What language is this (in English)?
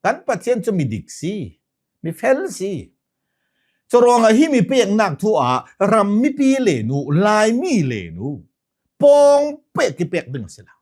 Hakha Chin